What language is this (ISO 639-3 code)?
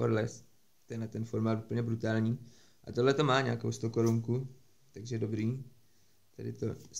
ces